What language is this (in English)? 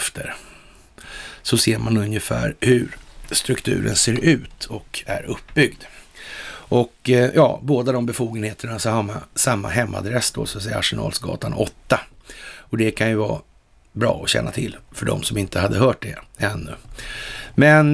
Swedish